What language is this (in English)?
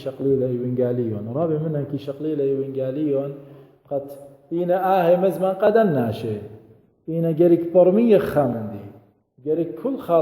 Assyrian Neo-Aramaic